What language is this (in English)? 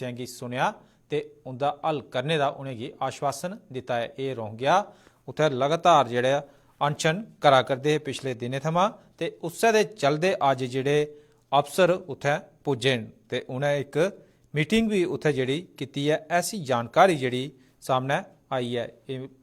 Dogri